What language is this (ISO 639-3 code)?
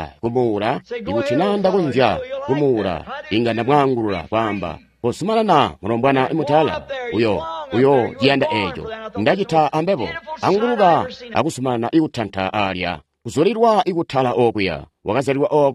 toi